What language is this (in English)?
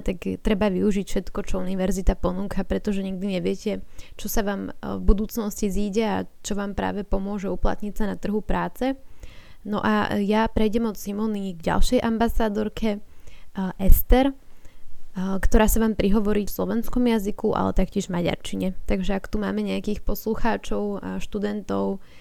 Slovak